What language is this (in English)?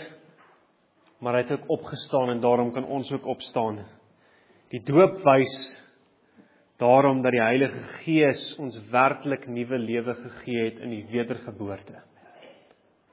Afrikaans